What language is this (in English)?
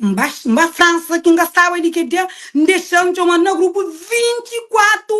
Kabuverdianu